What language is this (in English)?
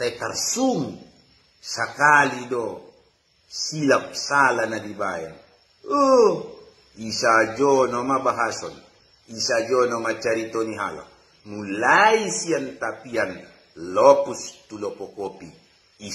Batak Toba